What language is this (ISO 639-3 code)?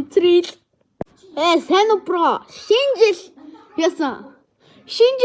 mon